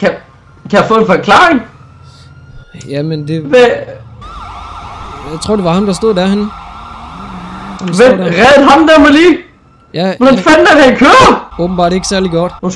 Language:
Danish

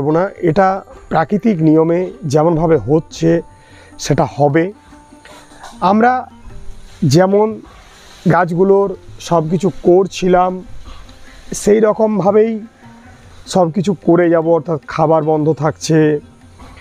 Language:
Bangla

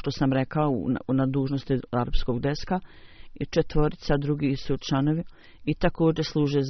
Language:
Bosnian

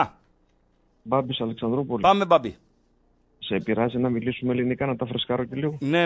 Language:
Greek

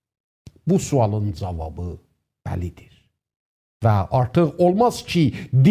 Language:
South Azerbaijani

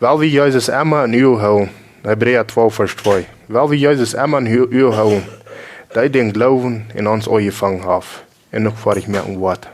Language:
Plautdietsch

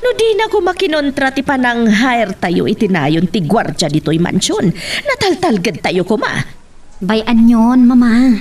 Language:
Iloko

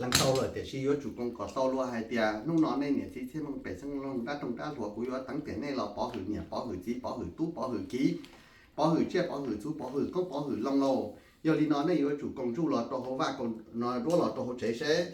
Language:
Hmong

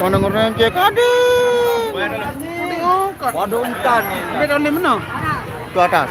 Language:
Sasak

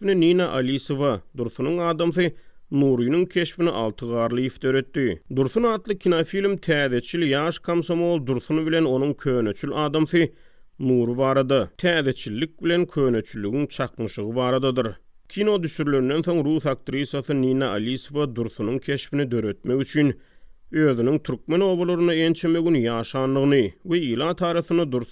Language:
Turkmen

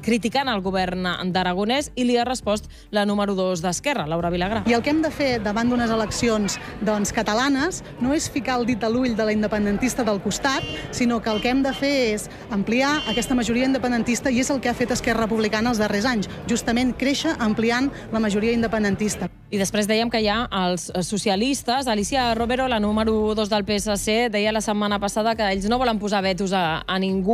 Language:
Catalan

